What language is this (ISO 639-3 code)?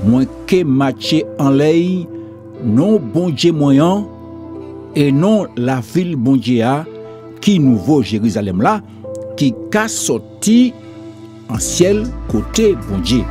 gcf